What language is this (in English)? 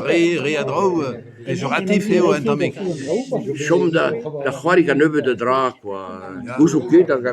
Breton